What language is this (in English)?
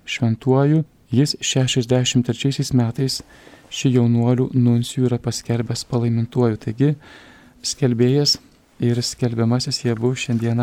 Lithuanian